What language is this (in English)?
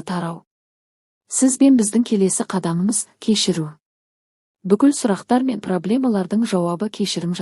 Kazakh